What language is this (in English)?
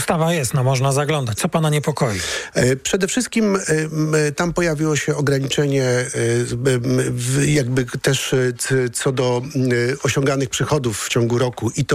Polish